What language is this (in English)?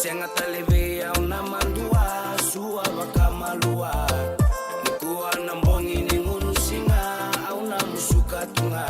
Fijian